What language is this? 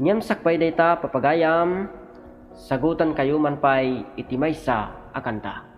Iloko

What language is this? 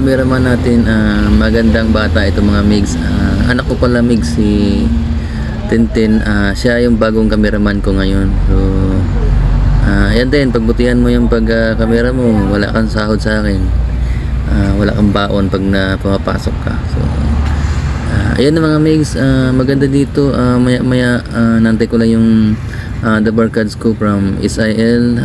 Filipino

